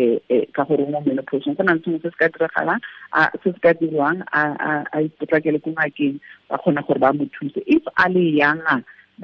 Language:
Tswana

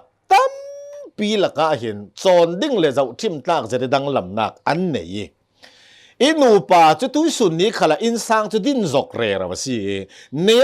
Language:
Hakha Chin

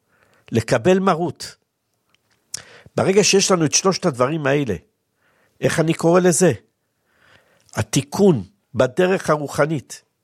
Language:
Hebrew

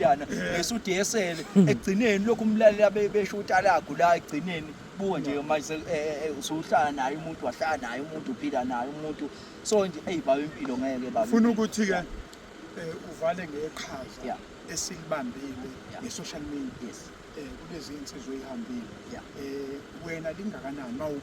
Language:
Zulu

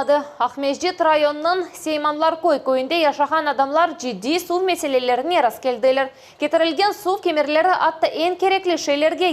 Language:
Crimean Tatar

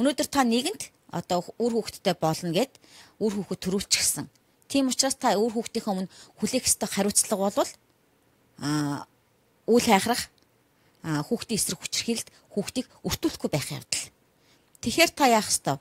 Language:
Mongolian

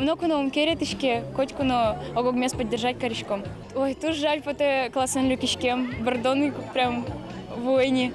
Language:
Udmurt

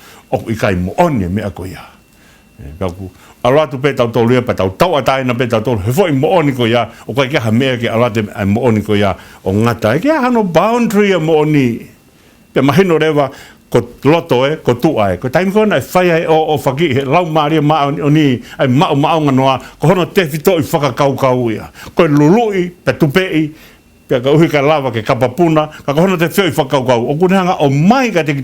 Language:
Tongan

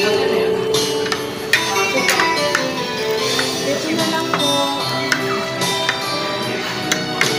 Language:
Filipino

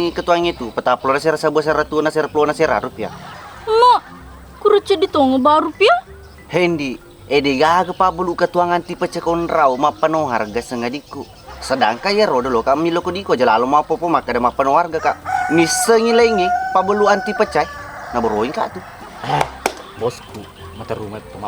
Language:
Buginese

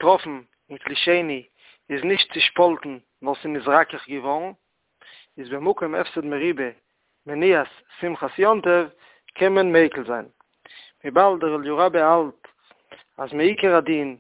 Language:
Yiddish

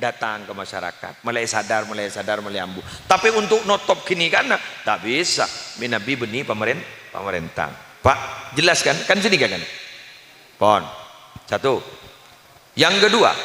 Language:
Madurese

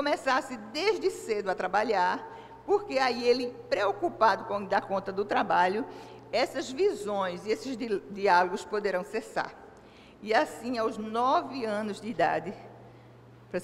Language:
Portuguese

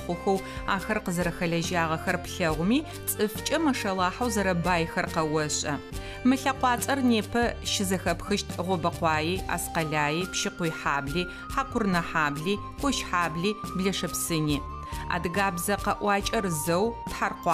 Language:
Adyghe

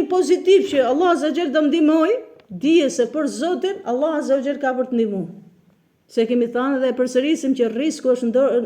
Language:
Albanian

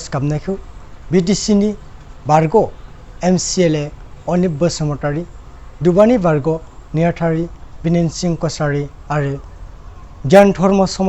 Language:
Bodo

